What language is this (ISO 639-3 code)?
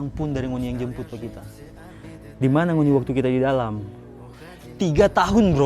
xmm